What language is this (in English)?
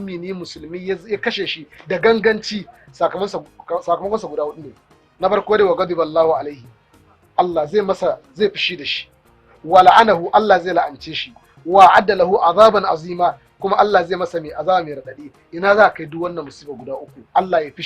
Hausa